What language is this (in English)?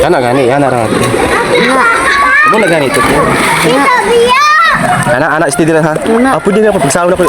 Cebuano